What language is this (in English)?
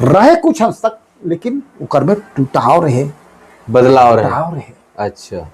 Sadri